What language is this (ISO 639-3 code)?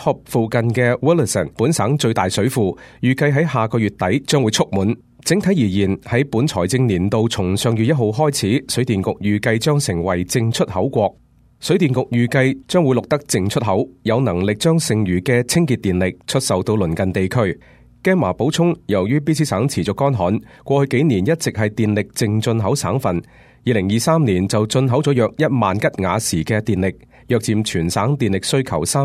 yue